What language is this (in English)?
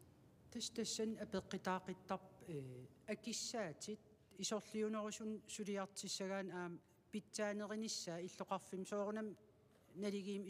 Kalaallisut